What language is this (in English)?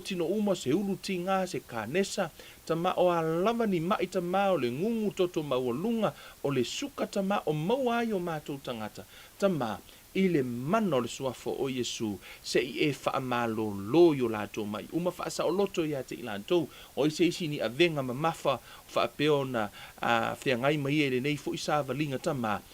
Samoan